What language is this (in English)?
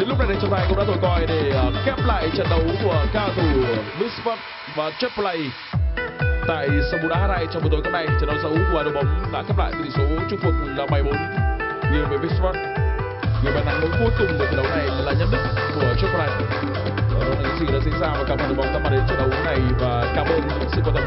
Vietnamese